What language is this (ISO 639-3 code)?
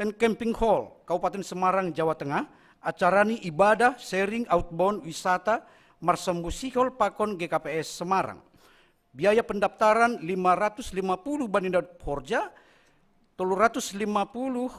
bts